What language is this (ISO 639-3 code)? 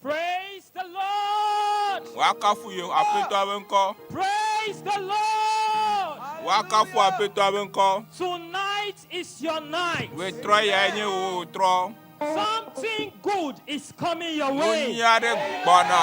ewe